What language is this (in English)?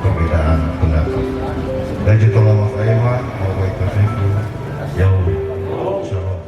Nias